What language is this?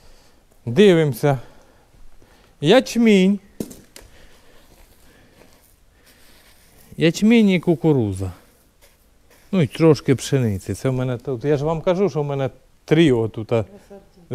Ukrainian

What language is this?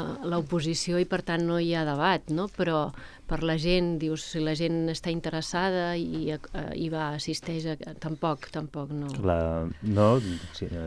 Catalan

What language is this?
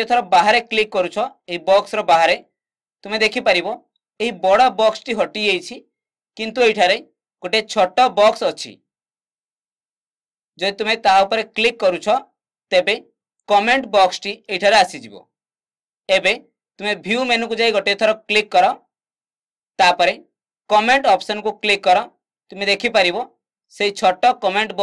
Odia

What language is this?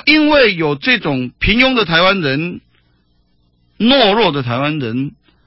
Chinese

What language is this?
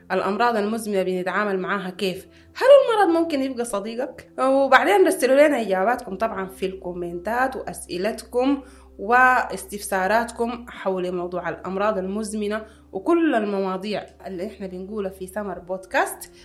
Sudanese Arabic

